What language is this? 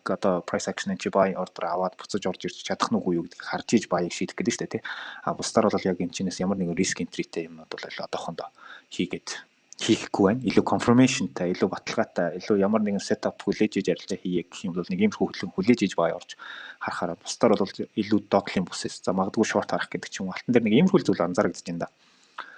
Mongolian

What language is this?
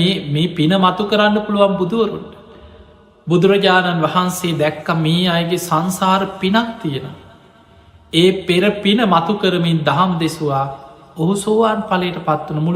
Sinhala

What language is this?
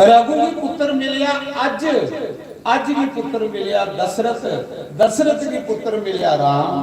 Dogri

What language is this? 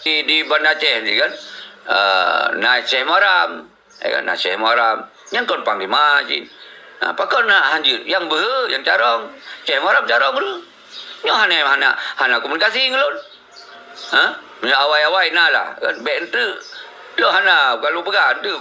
Achinese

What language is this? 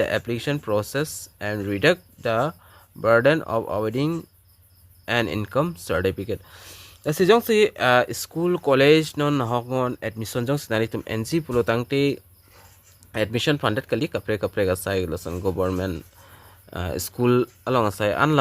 Karbi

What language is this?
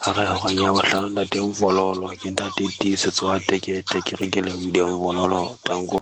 Southern Sotho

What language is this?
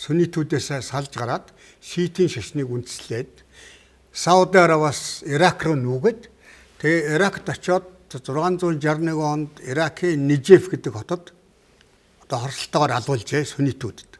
Mongolian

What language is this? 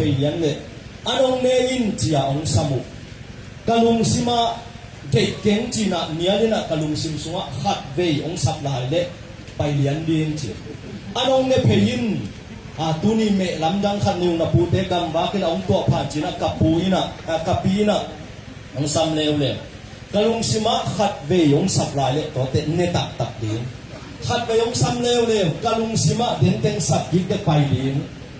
Tedim Chin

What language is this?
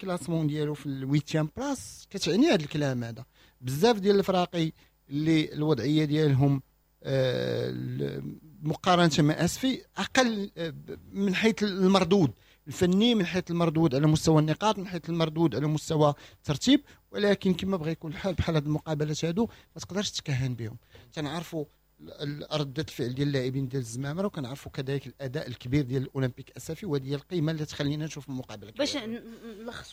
Moroccan Arabic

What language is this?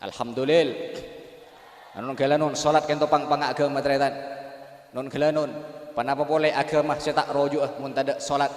Madurese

